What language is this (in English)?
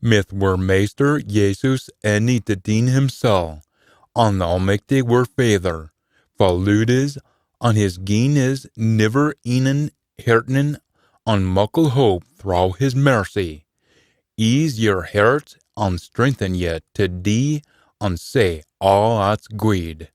Scots